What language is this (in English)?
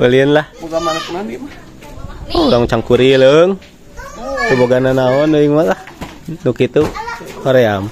Sundanese